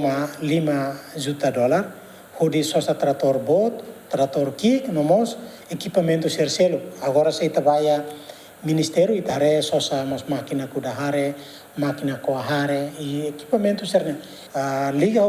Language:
Tetum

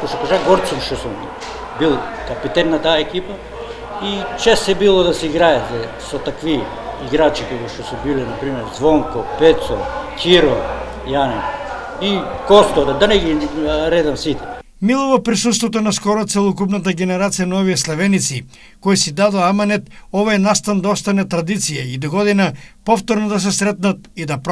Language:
Macedonian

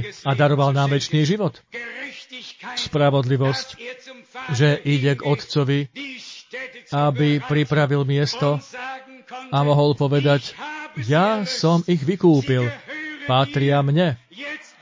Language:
Slovak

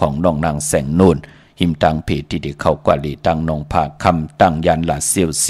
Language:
Shan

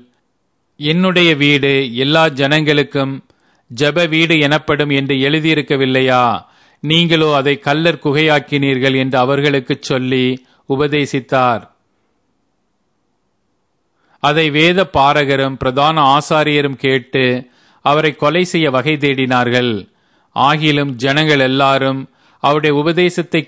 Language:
Tamil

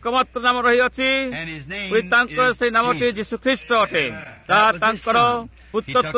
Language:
Odia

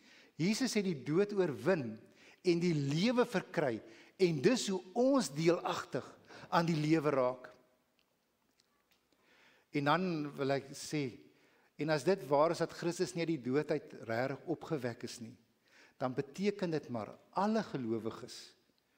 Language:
Afrikaans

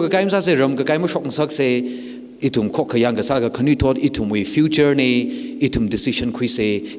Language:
Tangkhul Naga (India)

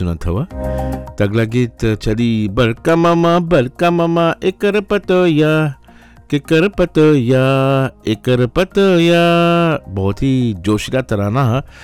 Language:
Bhojpuri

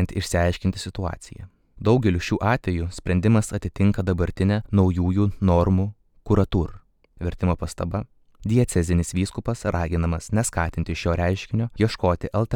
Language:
Lithuanian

